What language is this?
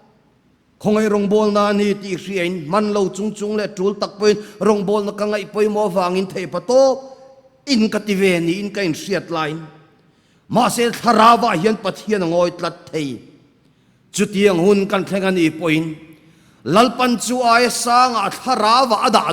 Mizo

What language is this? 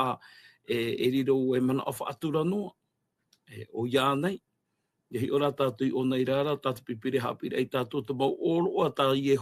Tahitian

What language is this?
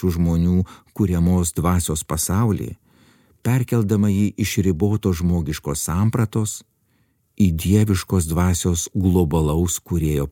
Lithuanian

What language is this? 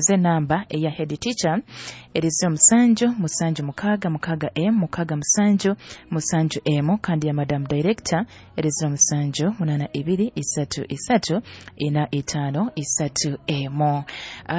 Nyoro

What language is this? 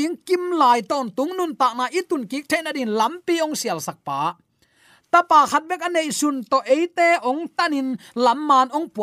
Tedim Chin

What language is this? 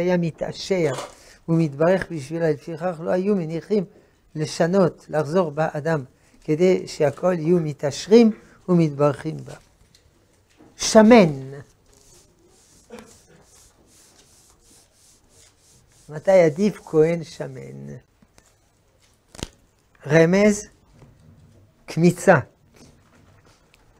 Hebrew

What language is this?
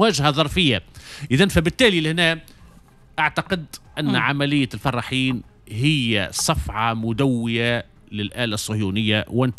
Tunisian Arabic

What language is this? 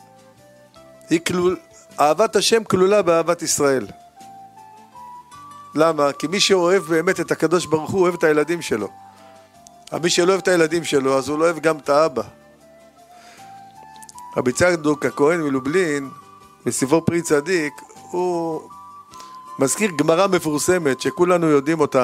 Hebrew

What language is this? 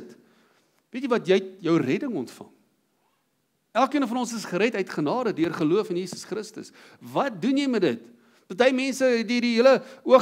Afrikaans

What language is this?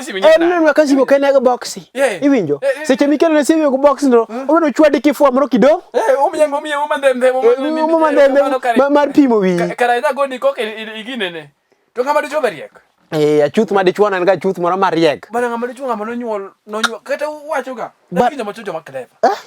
Luo (Kenya and Tanzania)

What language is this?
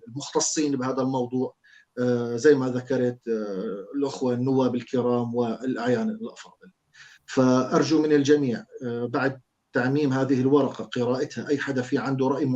North Levantine Arabic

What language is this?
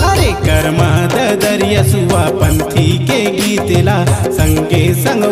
Chhattisgarhi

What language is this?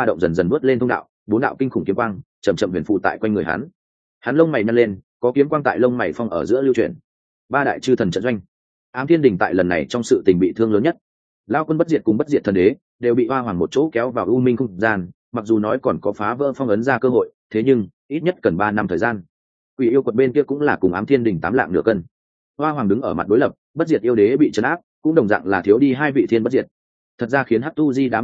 Vietnamese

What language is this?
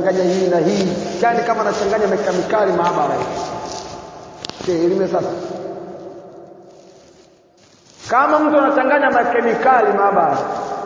Swahili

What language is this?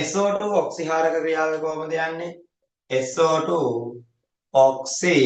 Sinhala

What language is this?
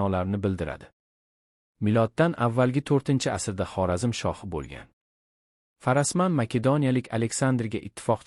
Uzbek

